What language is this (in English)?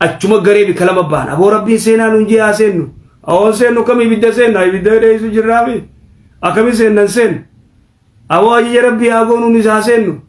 Oromo